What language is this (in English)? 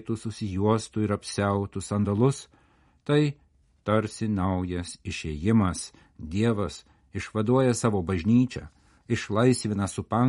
Lithuanian